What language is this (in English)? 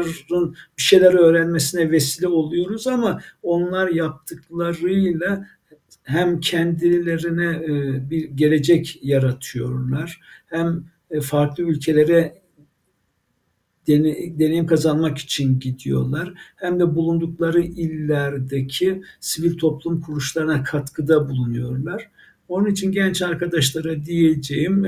Turkish